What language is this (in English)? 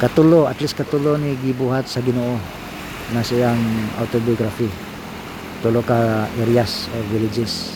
Cebuano